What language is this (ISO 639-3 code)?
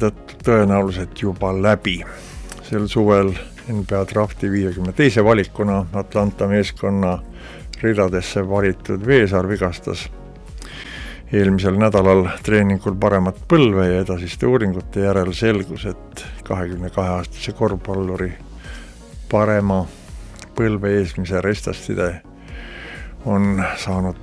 est